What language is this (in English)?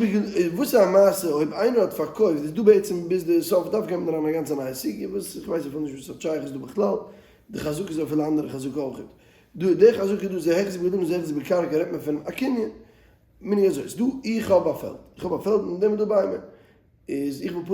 Yiddish